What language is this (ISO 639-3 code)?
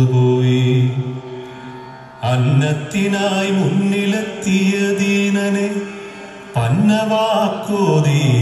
mal